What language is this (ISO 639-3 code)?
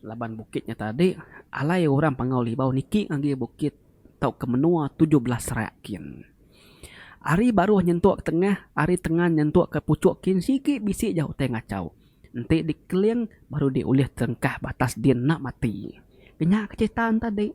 iba